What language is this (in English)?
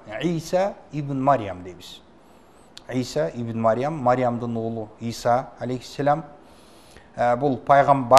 Kyrgyz